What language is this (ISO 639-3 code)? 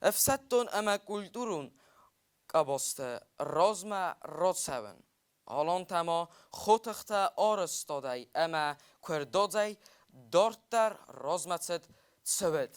oss